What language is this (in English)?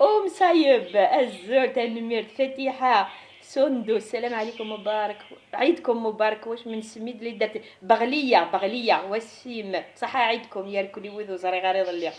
Kabyle